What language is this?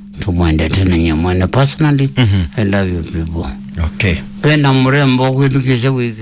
Kamba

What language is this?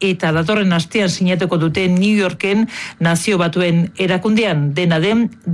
Basque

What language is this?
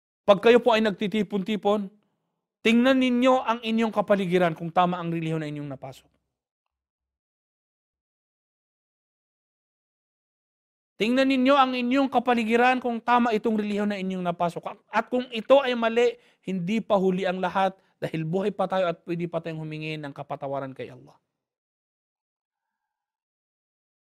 Filipino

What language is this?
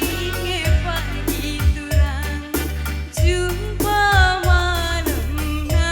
Batak Karo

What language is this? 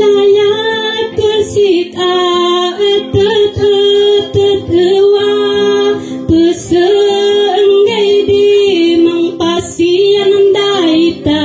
Kankanaey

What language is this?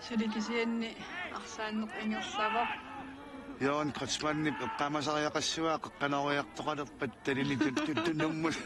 Kalaallisut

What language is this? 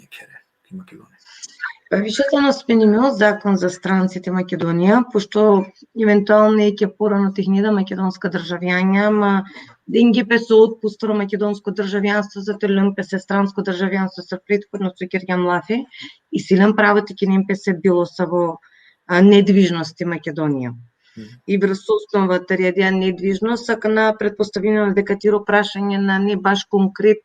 Balkan Romani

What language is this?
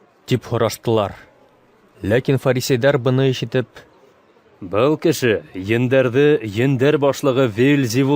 Bashkir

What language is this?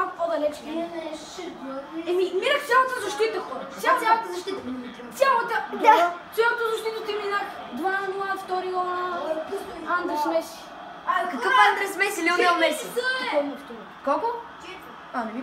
Bulgarian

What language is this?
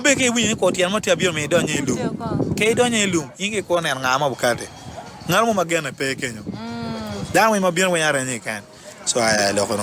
Acoli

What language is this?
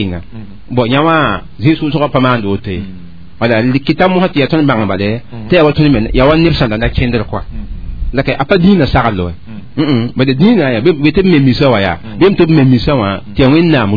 Mossi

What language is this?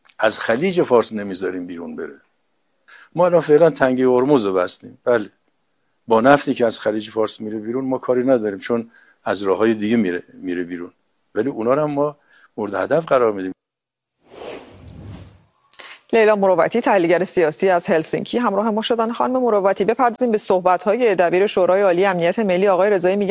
Persian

